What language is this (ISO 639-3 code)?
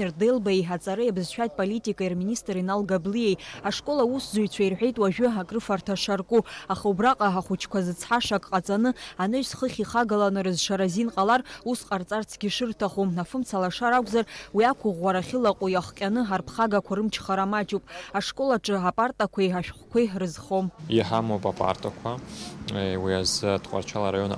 abk